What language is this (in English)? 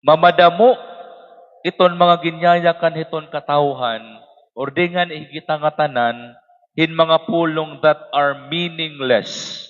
Waray